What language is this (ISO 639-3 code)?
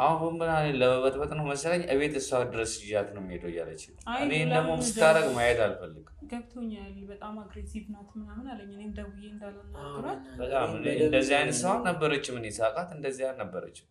amh